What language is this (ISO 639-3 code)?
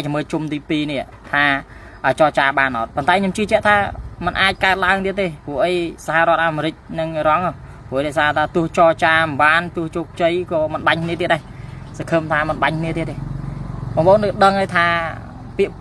khm